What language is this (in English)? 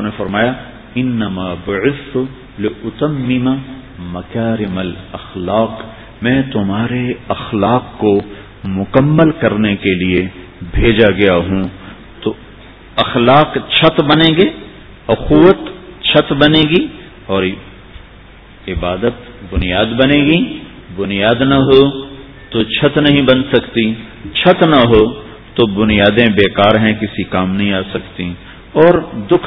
Urdu